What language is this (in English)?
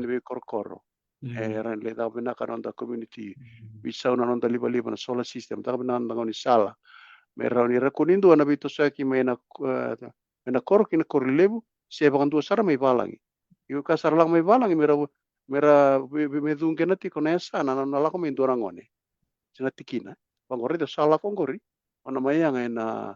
Fijian